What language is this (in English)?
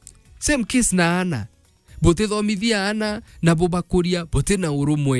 Meru